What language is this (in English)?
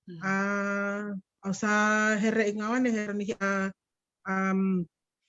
Fijian